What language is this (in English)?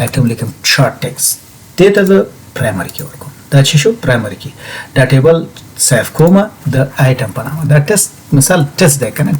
Pashto